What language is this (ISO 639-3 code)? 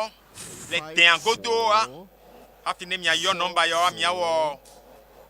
ewe